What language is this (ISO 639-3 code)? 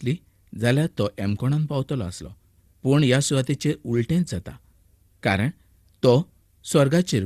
kok